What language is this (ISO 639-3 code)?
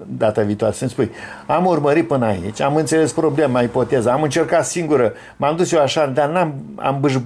ron